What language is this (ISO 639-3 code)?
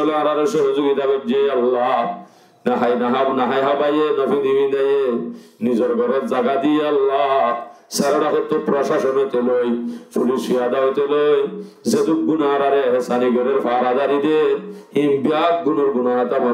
rhg